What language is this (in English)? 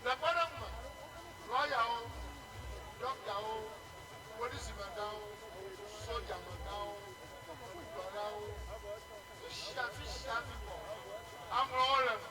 Ewe